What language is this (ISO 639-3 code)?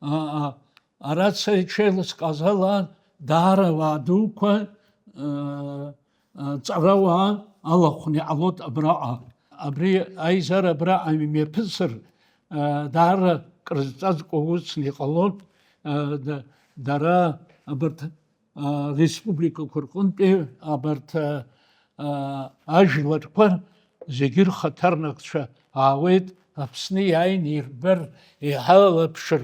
abk